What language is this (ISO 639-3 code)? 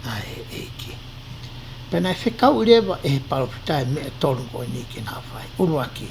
ton